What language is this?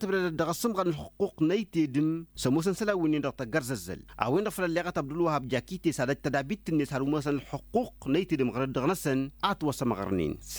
Tamasheq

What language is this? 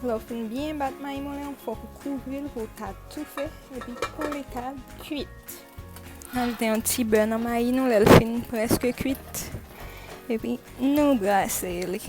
Haitian Creole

